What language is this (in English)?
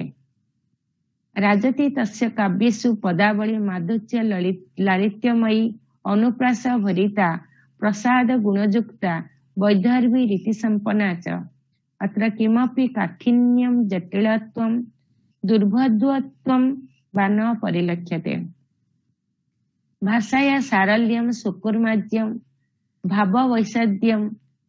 Sanskrit